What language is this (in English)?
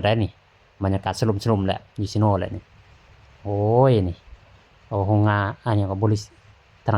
Lao